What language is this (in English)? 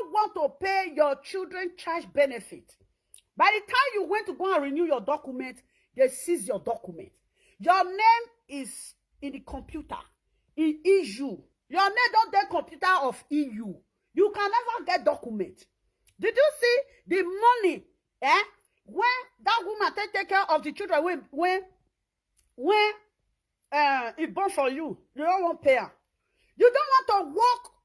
Nigerian Pidgin